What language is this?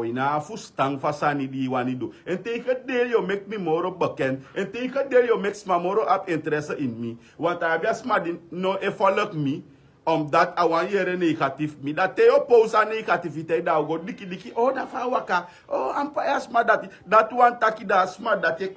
Sranan Tongo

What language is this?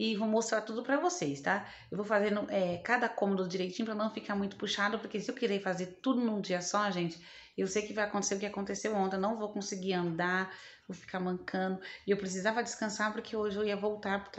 Portuguese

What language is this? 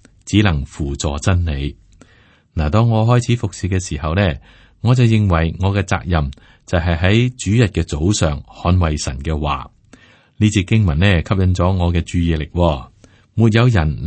Cantonese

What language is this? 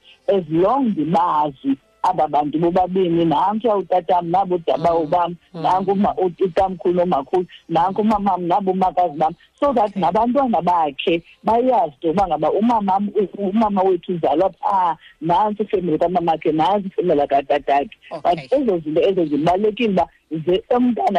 Xhosa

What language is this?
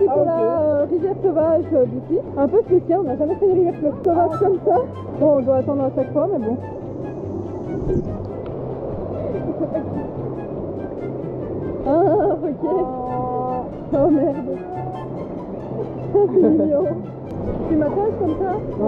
French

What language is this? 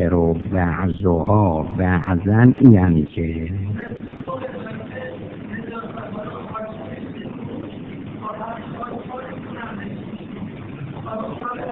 Persian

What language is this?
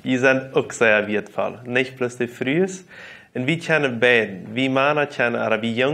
Plautdietsch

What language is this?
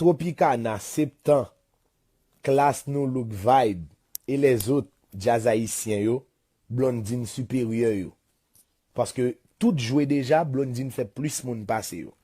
Haitian Creole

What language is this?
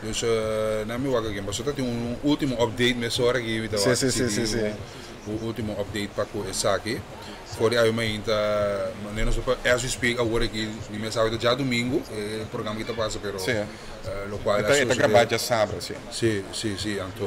Papiamento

